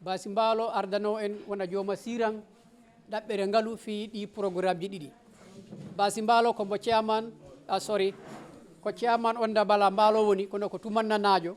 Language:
Fula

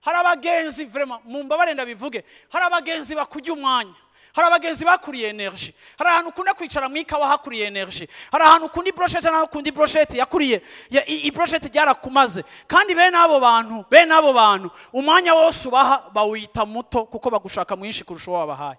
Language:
Rundi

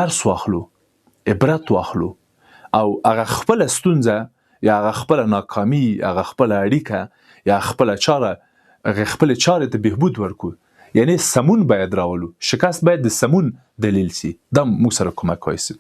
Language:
Pashto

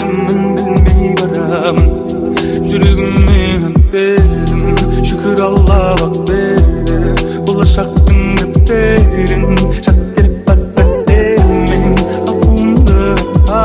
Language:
Kazakh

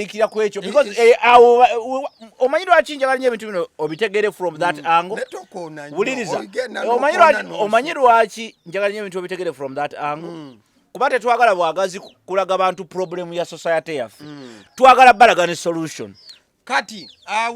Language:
Ganda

